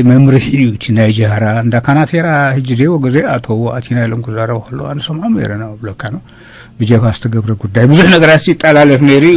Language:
Tigrinya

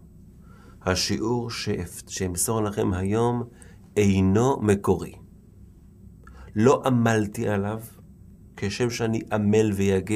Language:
Hebrew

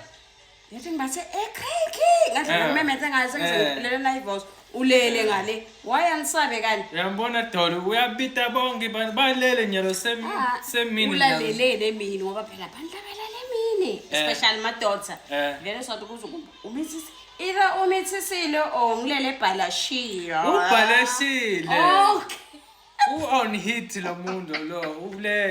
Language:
Zulu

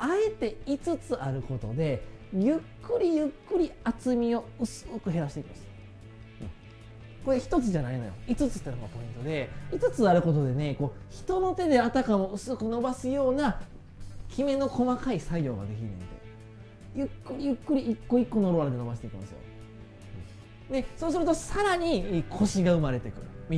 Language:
Japanese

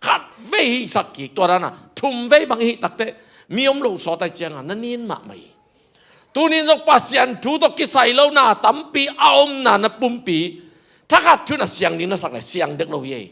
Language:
Tedim Chin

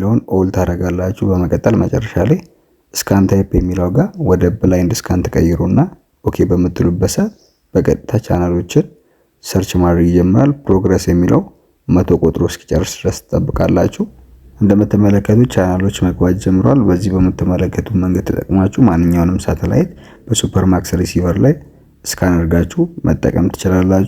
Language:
Amharic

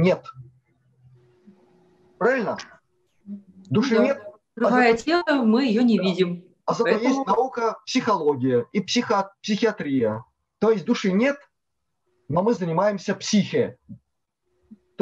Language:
Russian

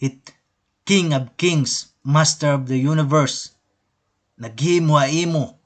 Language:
Waray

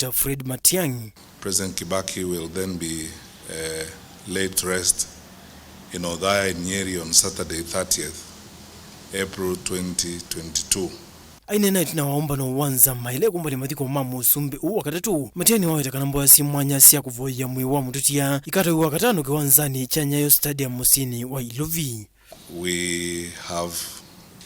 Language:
Kamba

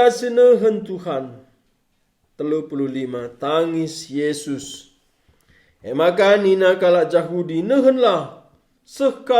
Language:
Batak Karo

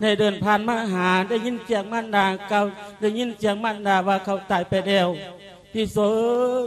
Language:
Lao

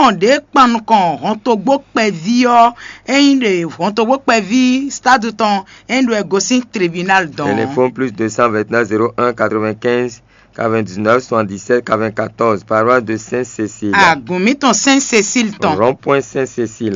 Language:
Fon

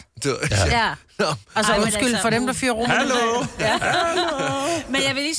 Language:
Danish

